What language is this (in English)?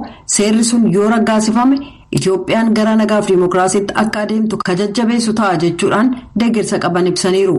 Oromo